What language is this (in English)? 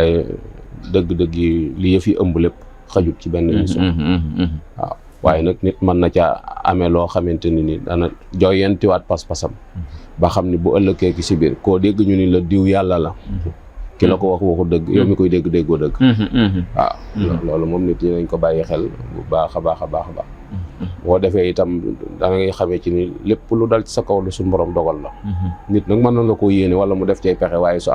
Wolof